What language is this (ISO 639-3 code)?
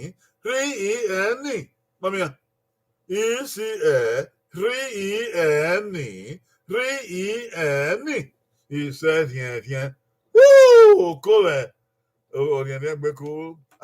bin